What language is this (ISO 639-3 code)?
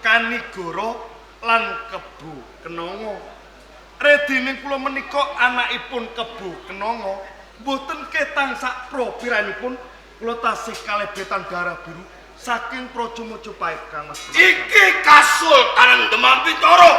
jav